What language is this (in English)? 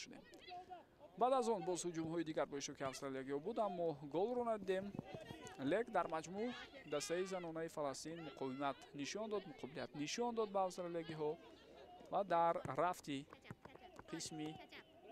Tajik